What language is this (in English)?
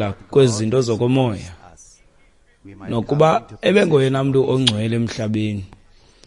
Xhosa